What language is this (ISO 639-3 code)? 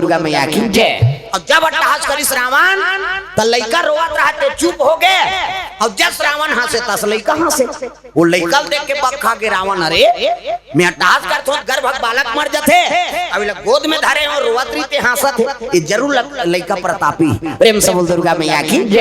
hne